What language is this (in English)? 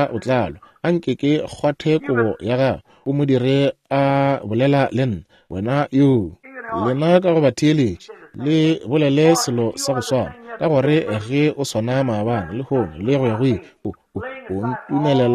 Northern Sotho